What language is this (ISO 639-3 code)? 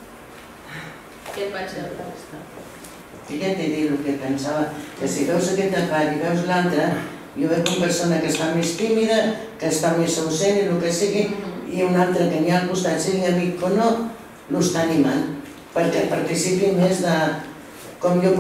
cat